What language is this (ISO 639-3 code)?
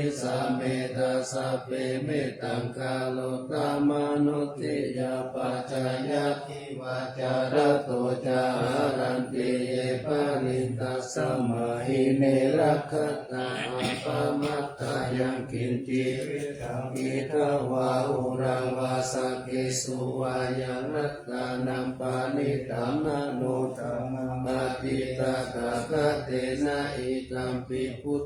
pli